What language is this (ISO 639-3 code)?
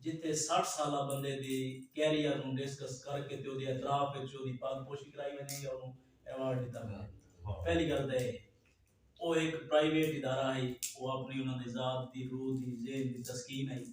skr